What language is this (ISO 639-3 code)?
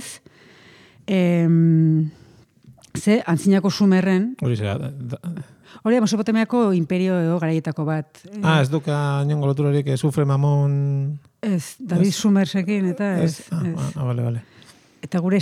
eus